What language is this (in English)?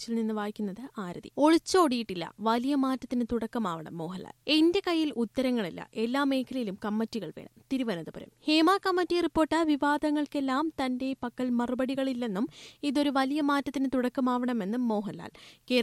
Malayalam